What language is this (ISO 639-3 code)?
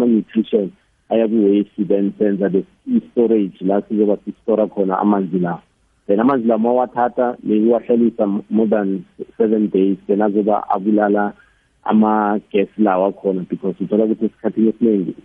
nbl